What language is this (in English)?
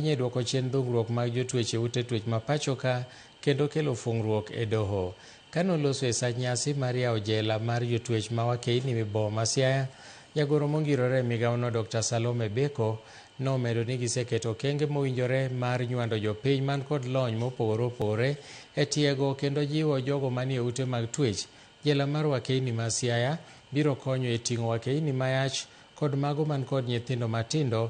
Luo (Kenya and Tanzania)